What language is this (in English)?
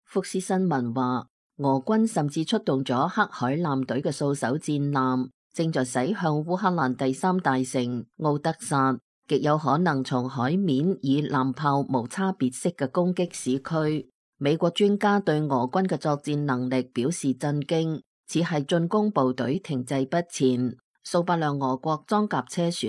Cantonese